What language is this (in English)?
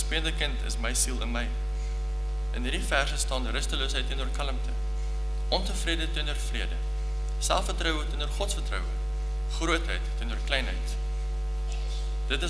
Afrikaans